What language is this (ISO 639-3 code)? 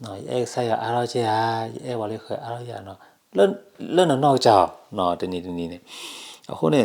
ksw